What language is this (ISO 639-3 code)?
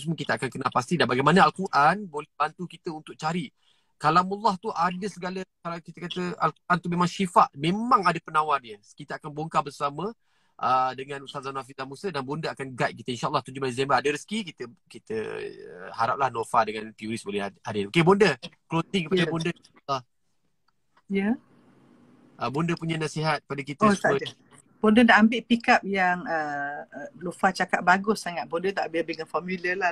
msa